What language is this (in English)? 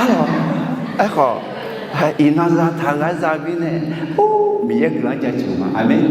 Akha